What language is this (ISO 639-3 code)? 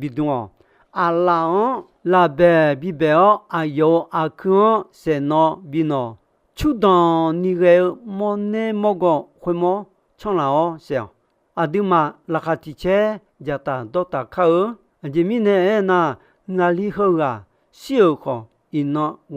ahk